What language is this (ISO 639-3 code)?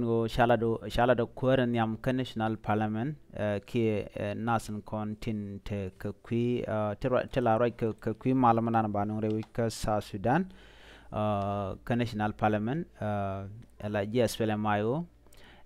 nus